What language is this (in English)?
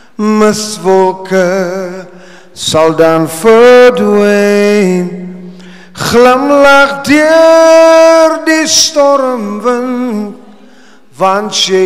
Afrikaans